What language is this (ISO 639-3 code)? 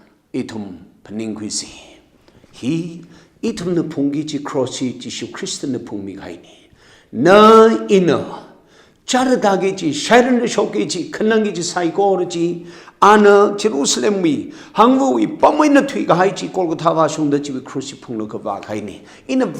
nmf